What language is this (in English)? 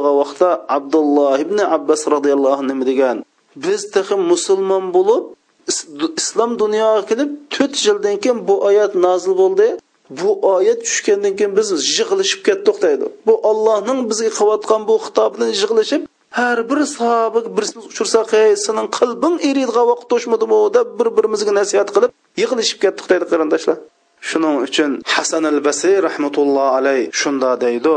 Uyghur